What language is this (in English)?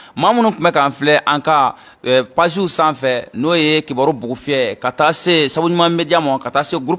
Bambara